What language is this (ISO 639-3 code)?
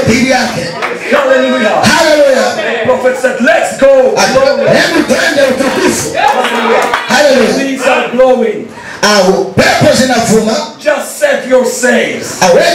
swa